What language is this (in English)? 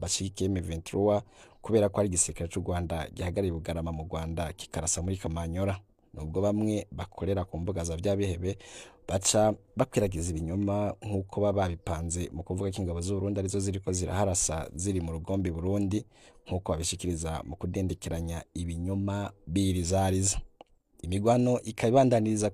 Rundi